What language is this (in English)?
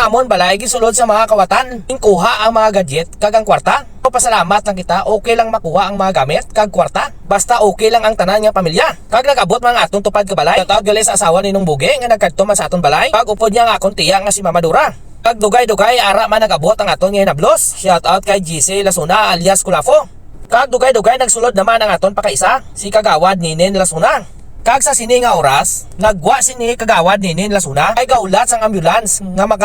Hiligaynon